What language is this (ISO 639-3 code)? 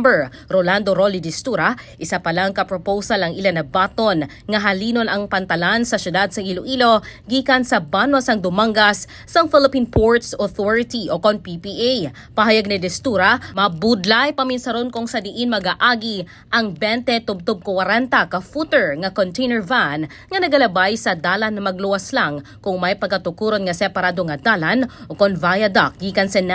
hil